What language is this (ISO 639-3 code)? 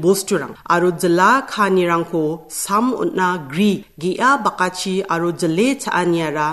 grt